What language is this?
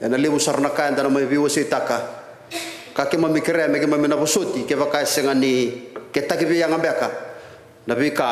Fijian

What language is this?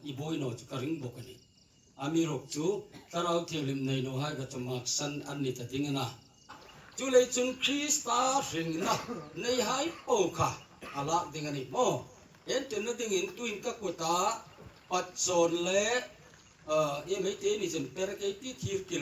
Hmar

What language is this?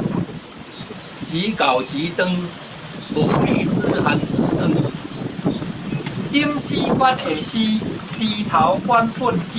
Min Nan Chinese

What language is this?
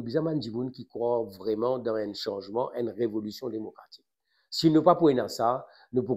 Morisyen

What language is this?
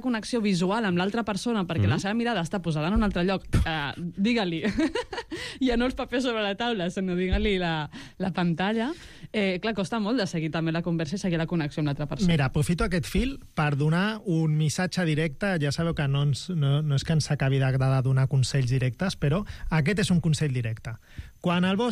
Catalan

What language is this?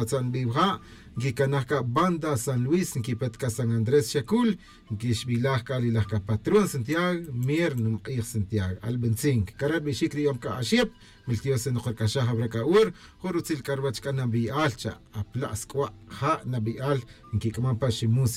Tz'utujil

